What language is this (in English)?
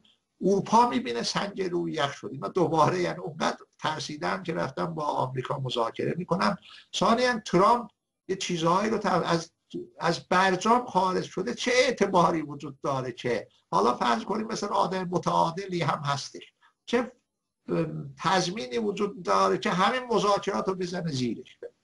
Persian